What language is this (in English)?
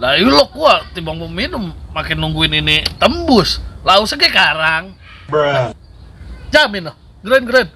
Betawi